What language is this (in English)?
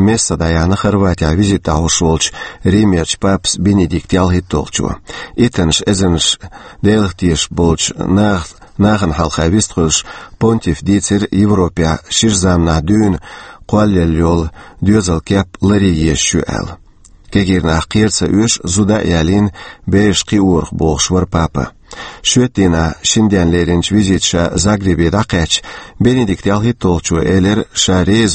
Chechen